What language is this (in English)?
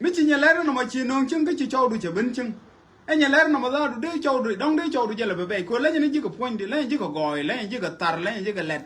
Nuer